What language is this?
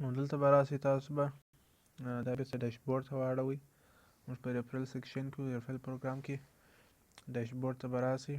Pashto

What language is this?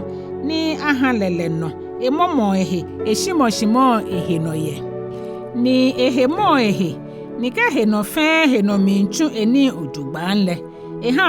Ga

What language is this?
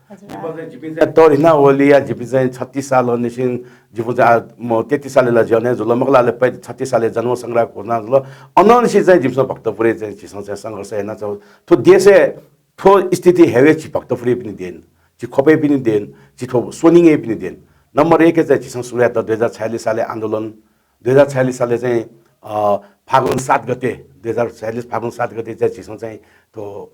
Newari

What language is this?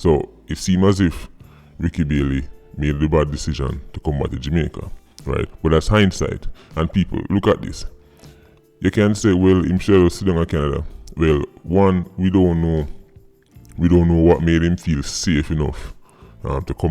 Jamaican Creole English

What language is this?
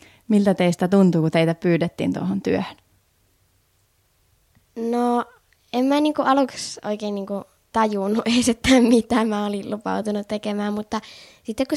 Finnish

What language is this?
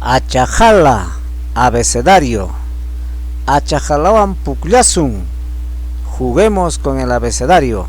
Ayacucho Quechua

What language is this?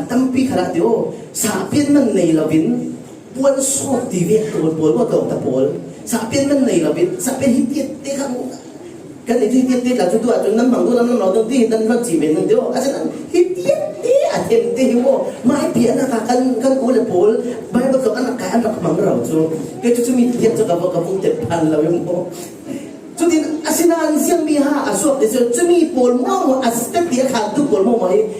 Falam Chin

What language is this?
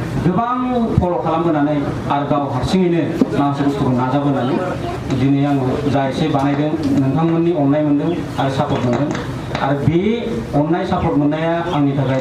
Bodo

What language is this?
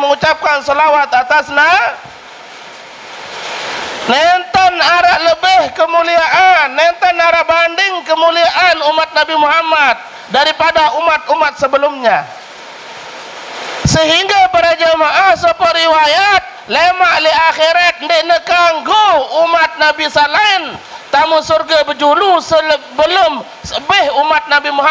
Sasak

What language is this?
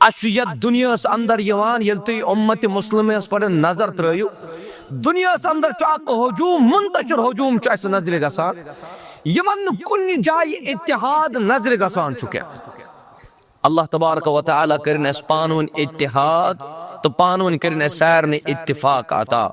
Kashmiri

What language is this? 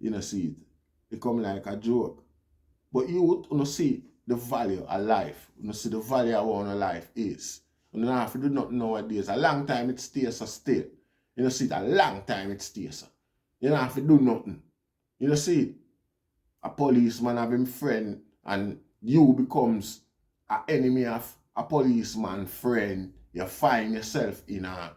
Jamaican Creole English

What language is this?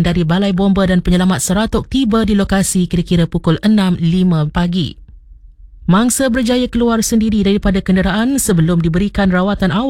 Malay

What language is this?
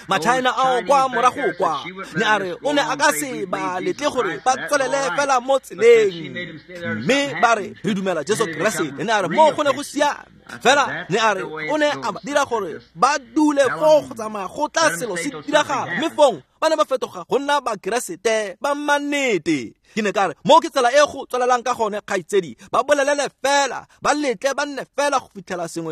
Tswana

